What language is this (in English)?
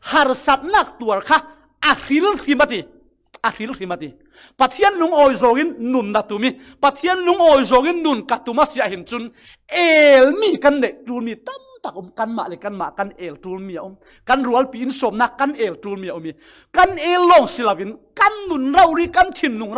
Falam Chin